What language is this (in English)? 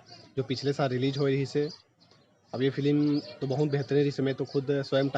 Chhattisgarhi